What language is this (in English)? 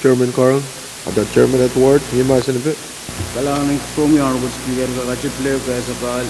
Pohnpeian